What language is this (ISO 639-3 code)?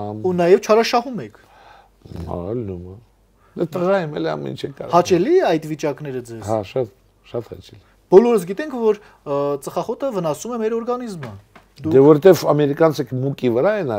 hye